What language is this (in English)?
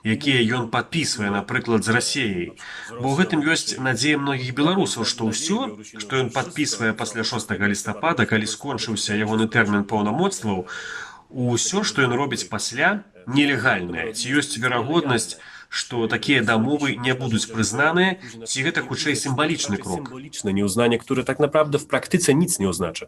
Belarusian